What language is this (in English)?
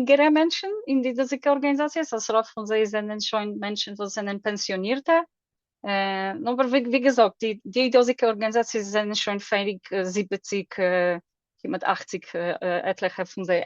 Yiddish